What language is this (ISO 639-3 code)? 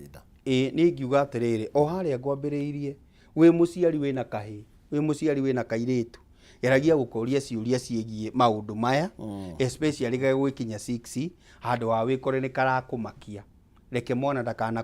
kik